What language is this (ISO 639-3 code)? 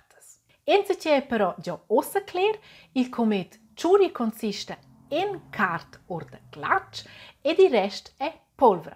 roh